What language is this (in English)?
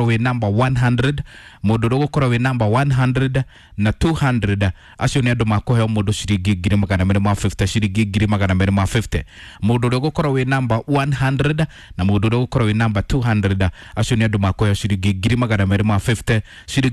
Kikuyu